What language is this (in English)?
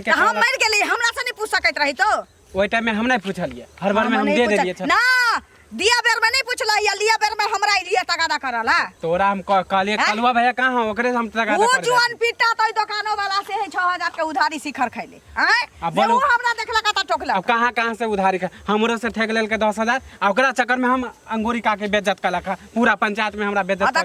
Maithili